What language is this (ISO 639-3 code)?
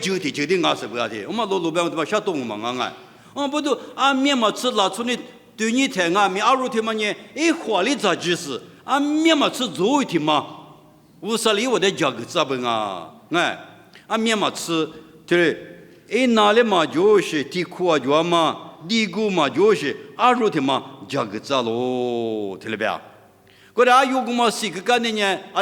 lis